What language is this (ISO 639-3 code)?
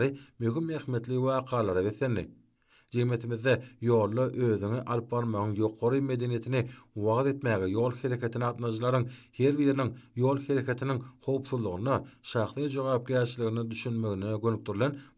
tuk